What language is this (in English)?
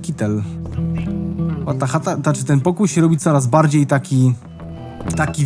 Polish